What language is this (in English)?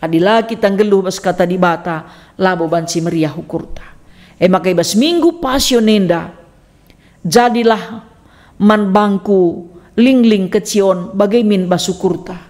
Batak Karo